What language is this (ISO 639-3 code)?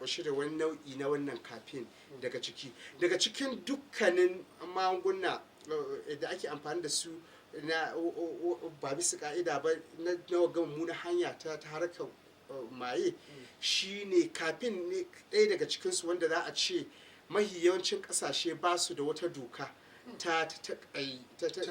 hau